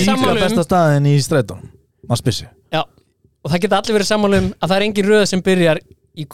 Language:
Icelandic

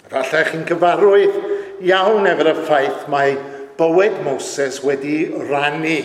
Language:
Welsh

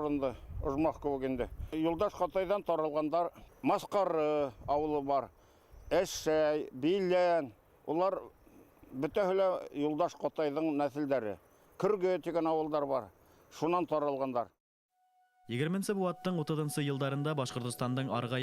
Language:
Bashkir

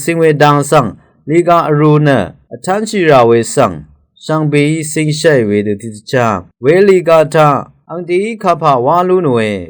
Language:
Rawang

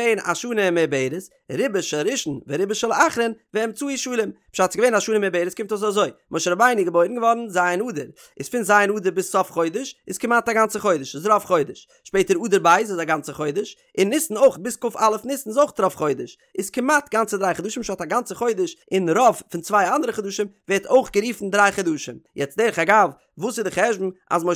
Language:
Yiddish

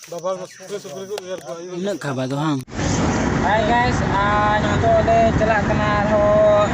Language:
Santali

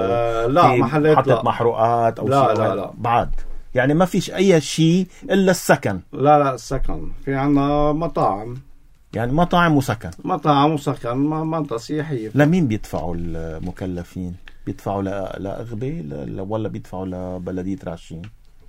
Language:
North Levantine Arabic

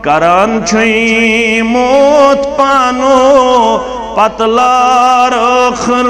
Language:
Kashmiri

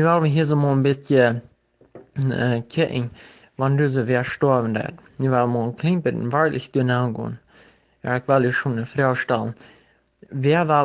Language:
Plautdietsch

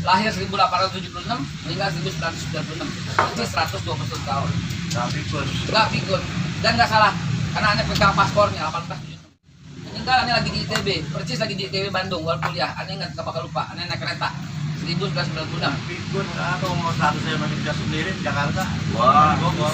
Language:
Betawi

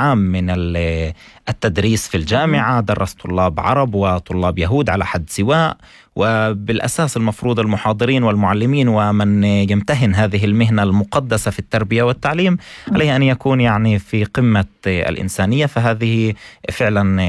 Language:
North Levantine Arabic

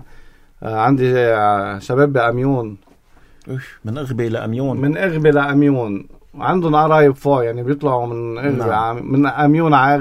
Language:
North Levantine Arabic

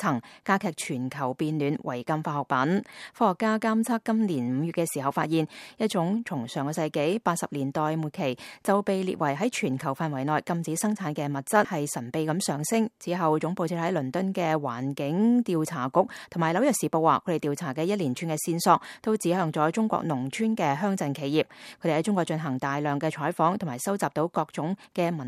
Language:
Cantonese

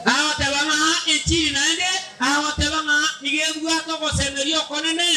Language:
Gusii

